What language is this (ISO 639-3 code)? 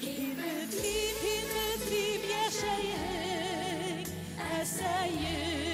bak